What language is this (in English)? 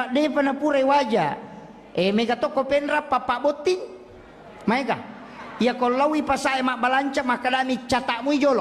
Buginese